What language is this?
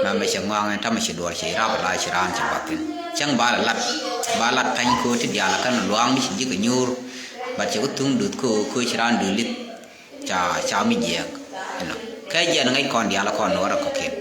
Nuer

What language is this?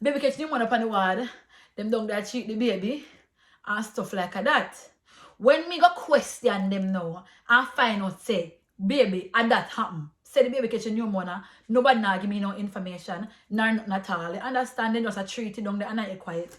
Jamaican Creole English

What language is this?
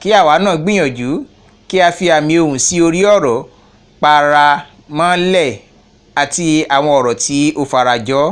Yoruba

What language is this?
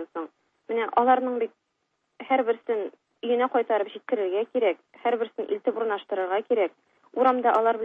Tatar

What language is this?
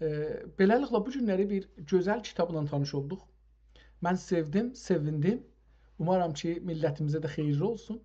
South Azerbaijani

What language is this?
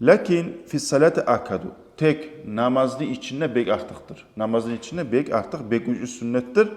Kumyk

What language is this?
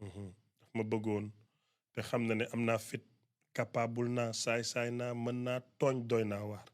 Wolof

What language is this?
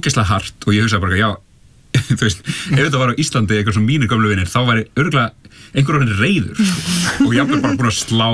Icelandic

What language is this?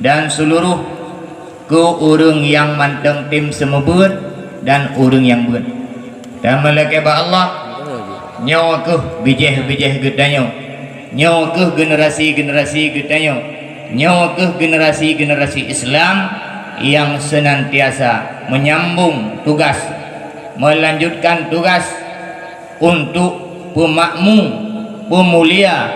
Achinese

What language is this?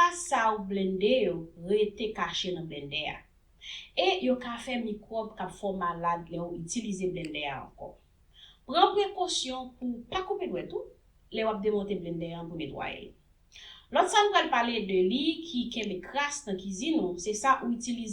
Haitian Creole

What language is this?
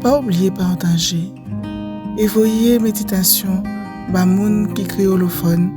Guadeloupean Creole French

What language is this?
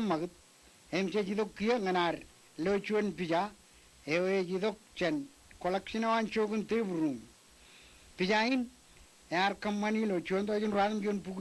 Marshallese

